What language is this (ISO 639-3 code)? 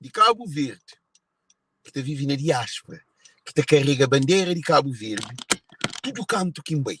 kea